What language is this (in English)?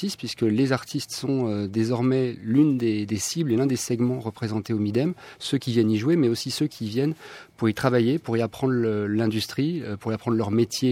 French